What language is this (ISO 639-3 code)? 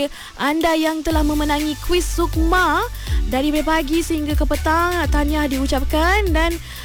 msa